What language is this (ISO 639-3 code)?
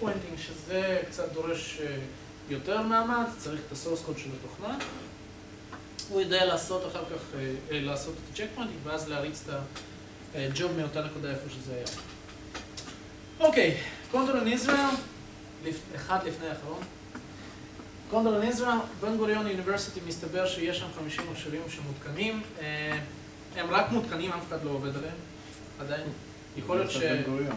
heb